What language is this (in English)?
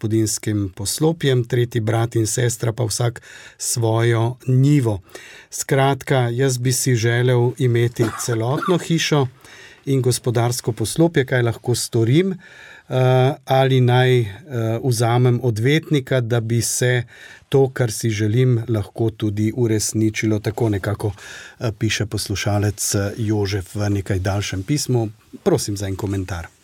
Slovenian